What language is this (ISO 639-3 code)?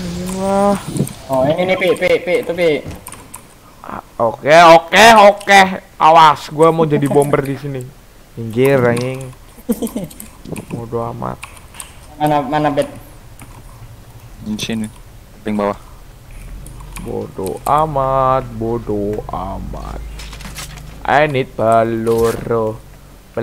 ind